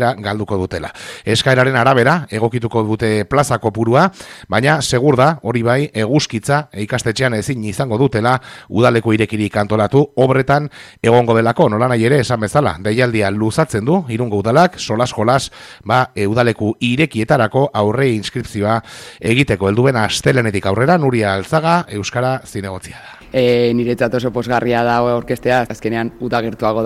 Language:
Basque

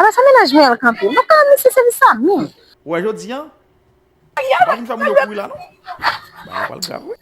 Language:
Haitian Creole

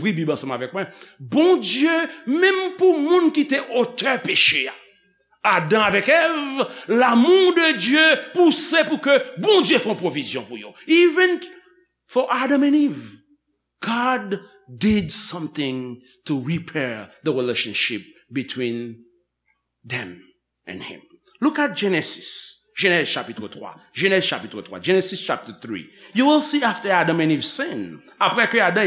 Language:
Haitian Creole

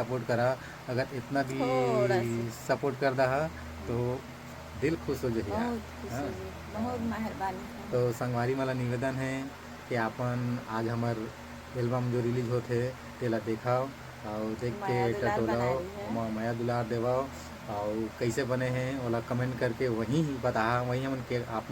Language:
Chhattisgarhi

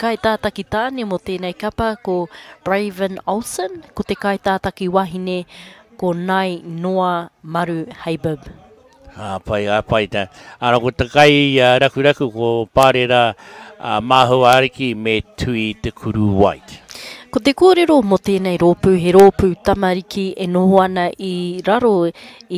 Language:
Māori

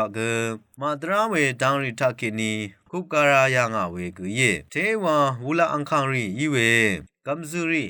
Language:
Rawang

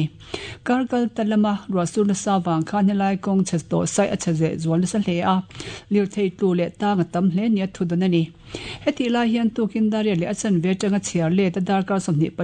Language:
Mizo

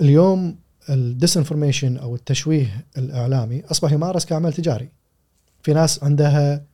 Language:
Gulf Arabic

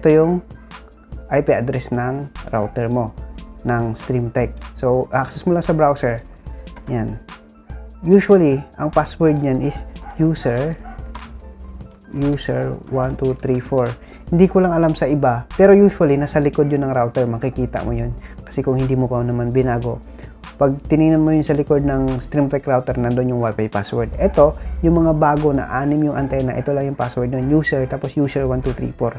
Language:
Filipino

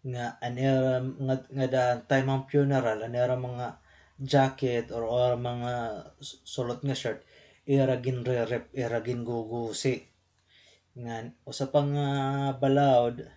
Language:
Waray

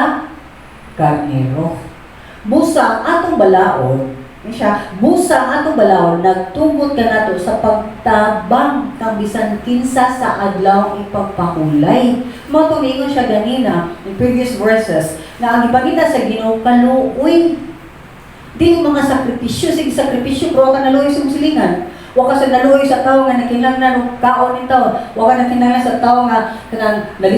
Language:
Cebuano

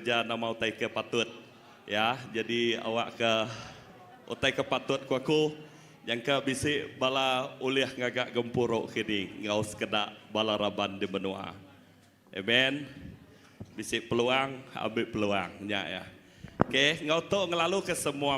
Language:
Iban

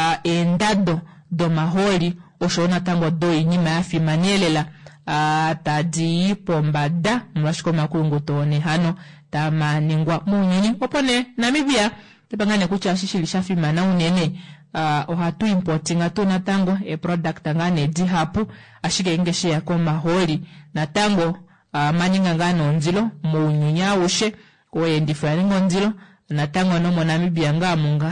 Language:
Kuanyama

